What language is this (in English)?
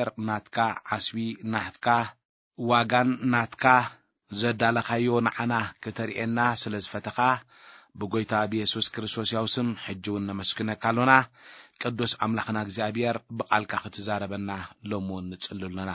Tigrinya